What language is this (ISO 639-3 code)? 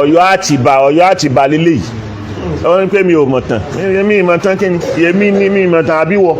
yor